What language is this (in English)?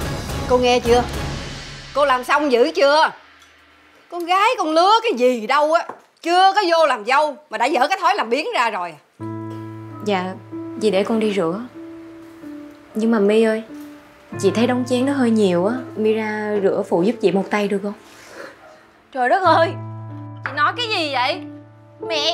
Vietnamese